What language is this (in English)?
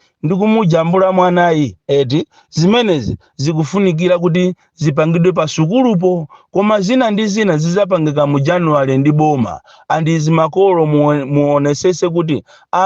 Nyanja